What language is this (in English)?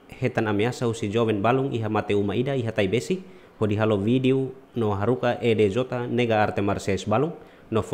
Tetum